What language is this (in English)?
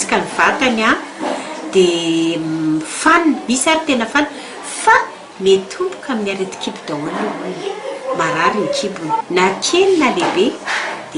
Malagasy